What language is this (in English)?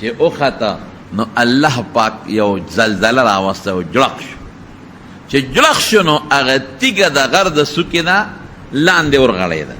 Pashto